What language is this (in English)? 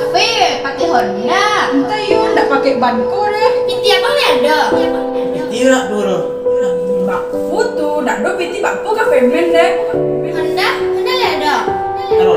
Minangkabau